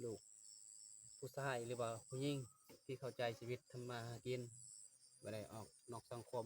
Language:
Lao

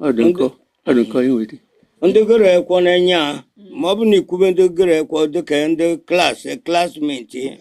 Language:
Igbo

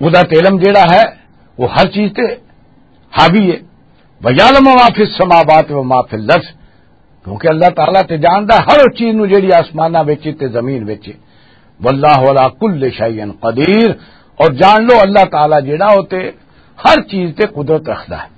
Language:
Western Panjabi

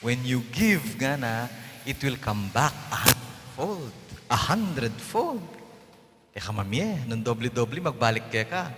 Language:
Pampanga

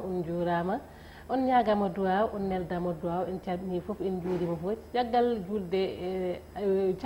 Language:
Fula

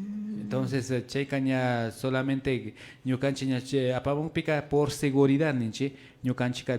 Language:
Imbabura Highland Quichua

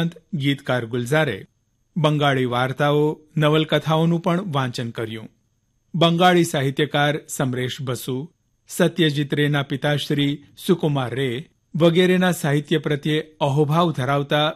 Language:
Gujarati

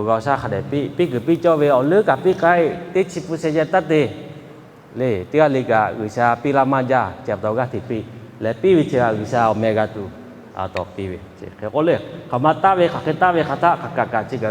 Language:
Lahu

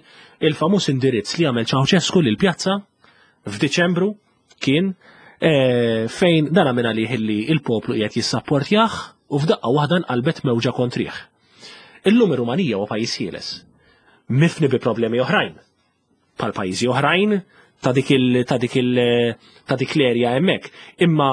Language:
Maltese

